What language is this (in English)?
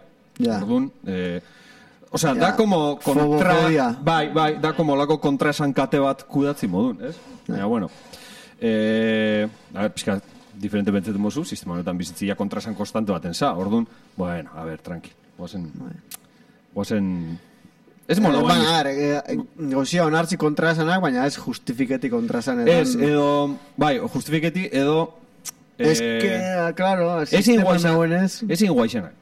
Basque